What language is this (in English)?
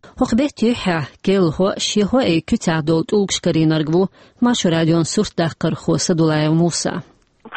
Chechen